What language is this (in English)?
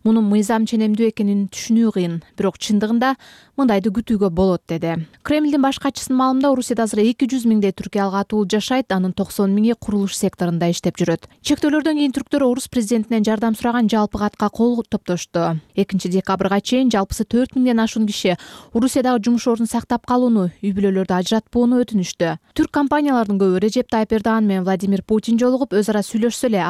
Kyrgyz